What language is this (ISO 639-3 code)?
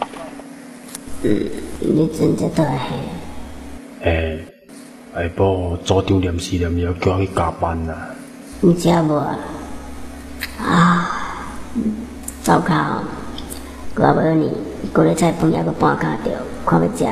nan